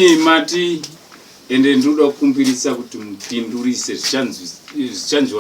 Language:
Shona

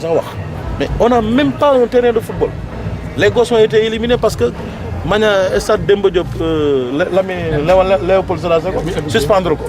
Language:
Wolof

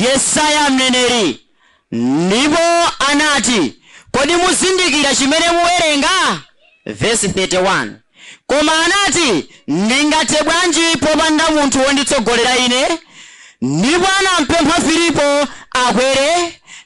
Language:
Nyanja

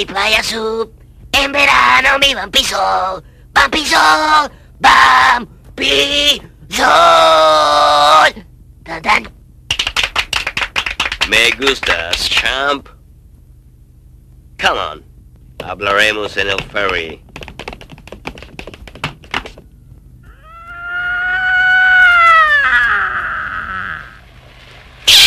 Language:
Spanish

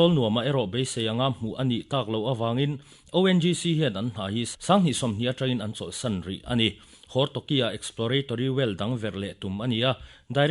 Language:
Mizo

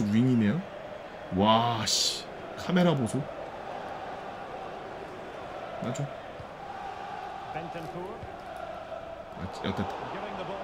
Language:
Korean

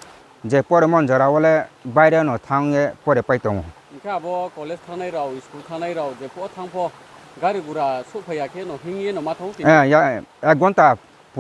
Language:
Riang (India)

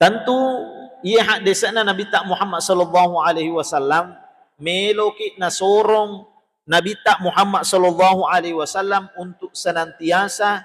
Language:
Buginese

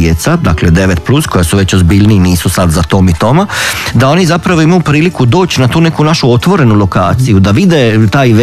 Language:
Croatian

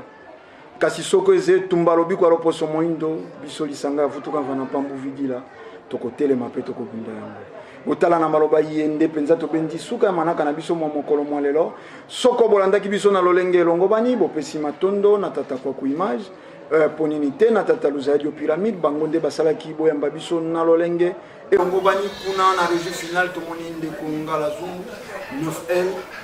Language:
Lingala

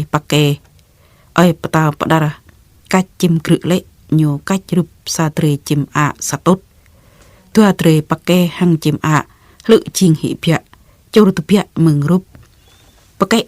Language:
Jarai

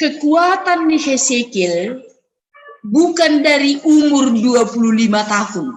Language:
Batak Simalungun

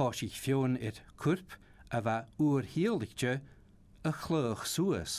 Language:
Scottish Gaelic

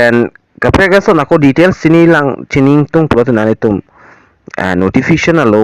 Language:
Karbi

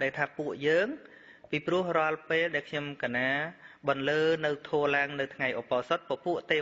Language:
Khmer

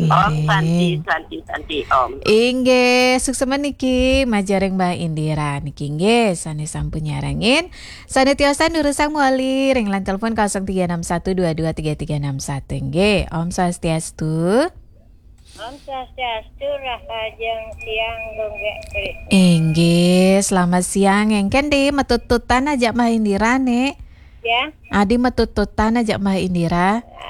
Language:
Balinese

